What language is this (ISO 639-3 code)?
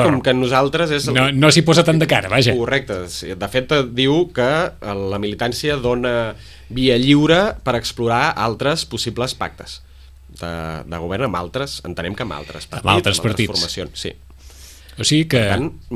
cat